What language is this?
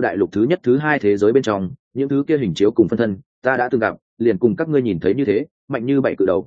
Vietnamese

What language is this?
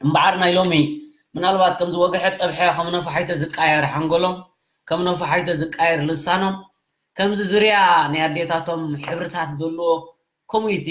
Tigrinya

